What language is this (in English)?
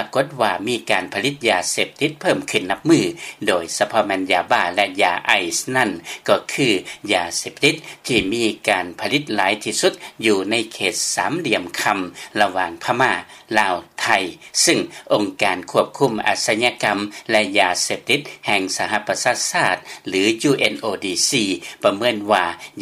Lao